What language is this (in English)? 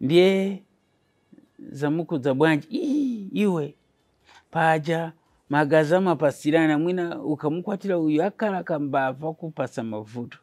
Nyanja